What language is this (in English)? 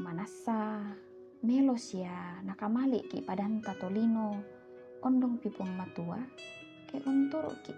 Toraja-Sa'dan